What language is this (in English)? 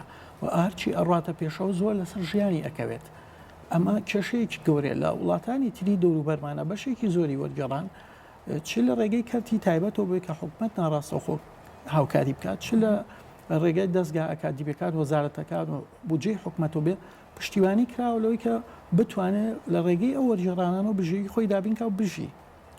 Central Kurdish